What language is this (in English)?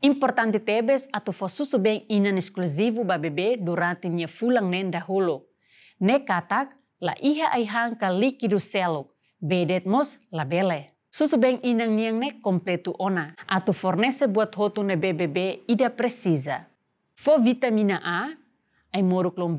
Tetum